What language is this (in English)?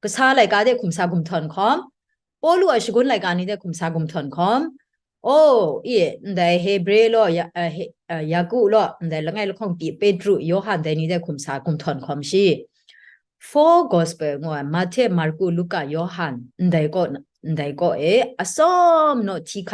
Kachin